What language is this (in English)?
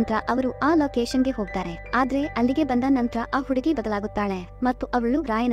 Kannada